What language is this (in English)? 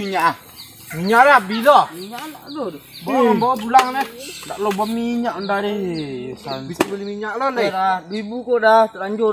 Minangkabau